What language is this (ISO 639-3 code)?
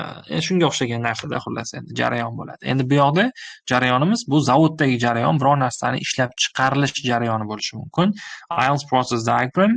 uzb